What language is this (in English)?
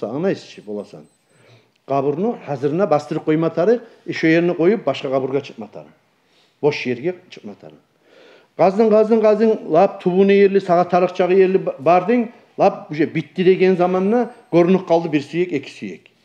Kumyk